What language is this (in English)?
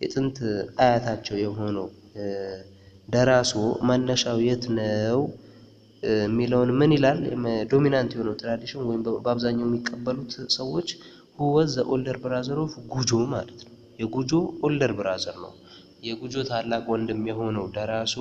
Amharic